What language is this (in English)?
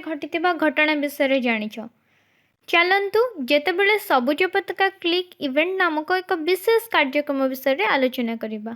Odia